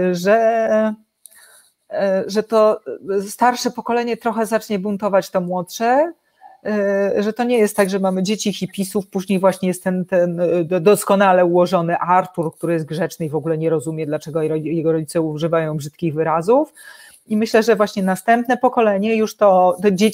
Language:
Polish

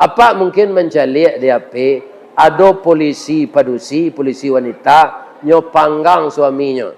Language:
Minangkabau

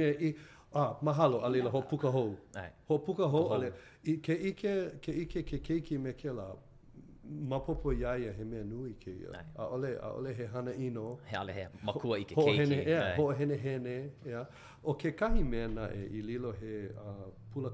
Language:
Hawaiian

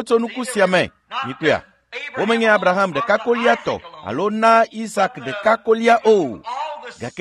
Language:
Ewe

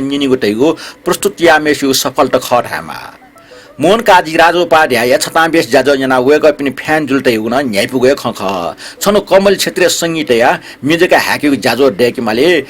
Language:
Newari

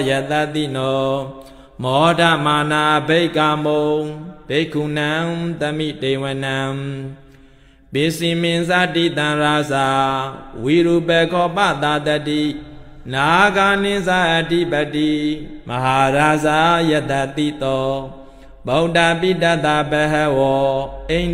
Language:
Burmese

